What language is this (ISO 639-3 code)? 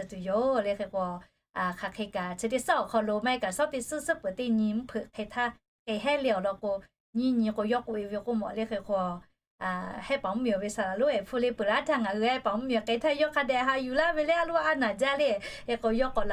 lhu